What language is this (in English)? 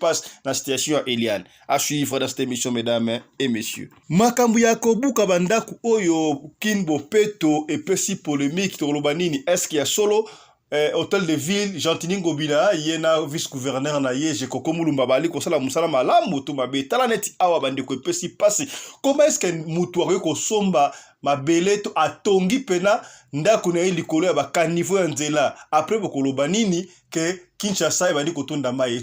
Lingala